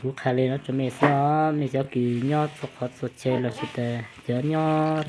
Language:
Hmong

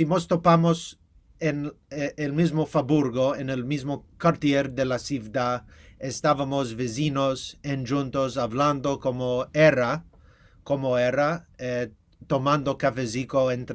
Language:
Ladino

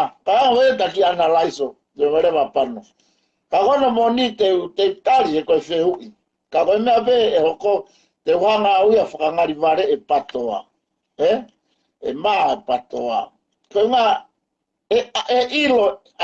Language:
Tongan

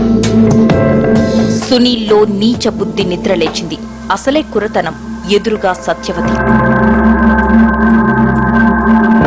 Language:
Telugu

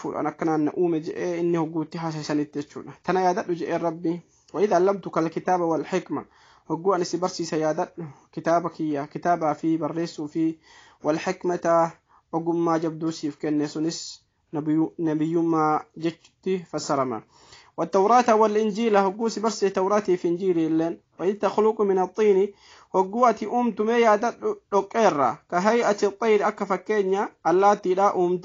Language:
Oromo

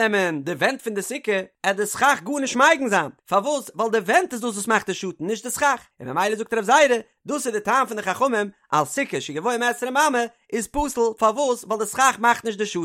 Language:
Yiddish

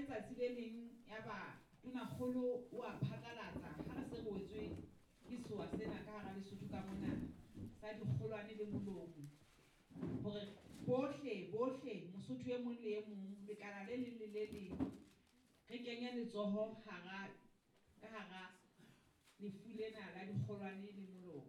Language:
Southern Sotho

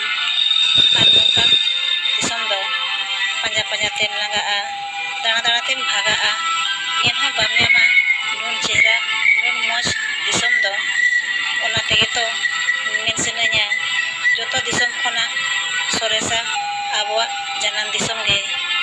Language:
Santali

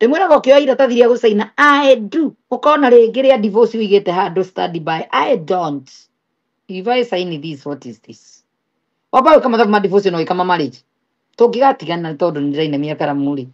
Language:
Kikuyu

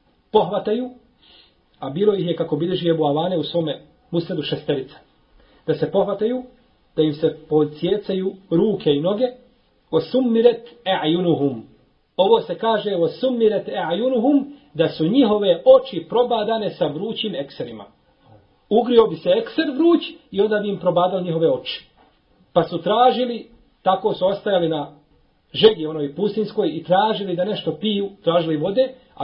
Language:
Bosnian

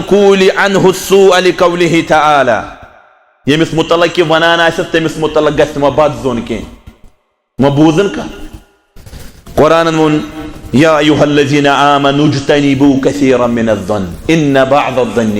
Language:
Kashmiri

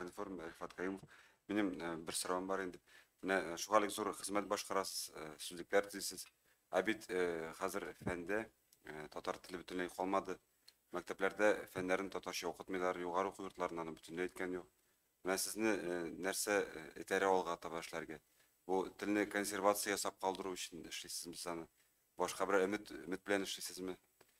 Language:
Tatar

